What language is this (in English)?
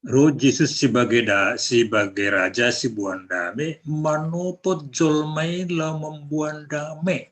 Batak Simalungun